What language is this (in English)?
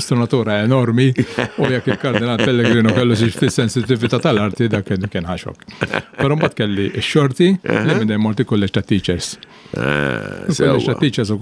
Maltese